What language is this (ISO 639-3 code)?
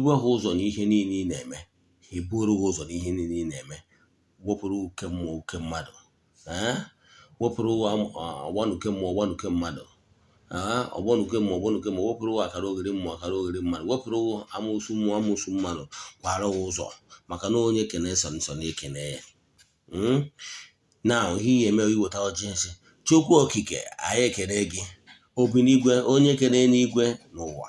ibo